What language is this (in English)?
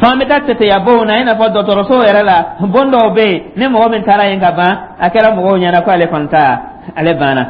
Dyula